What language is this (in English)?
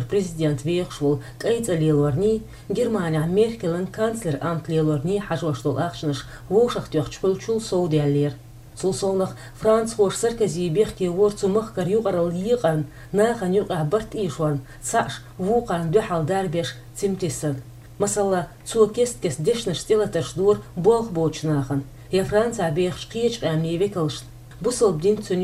Chechen